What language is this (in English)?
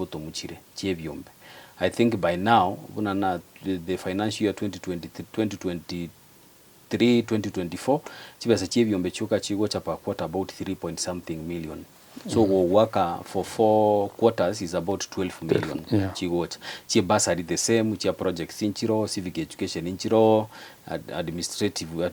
Gusii